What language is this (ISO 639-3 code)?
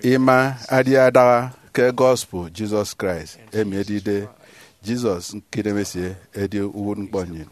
efi